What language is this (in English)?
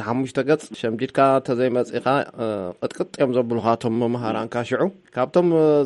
Tigrinya